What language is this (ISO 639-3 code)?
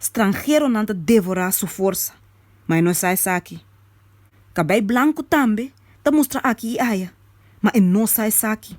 pap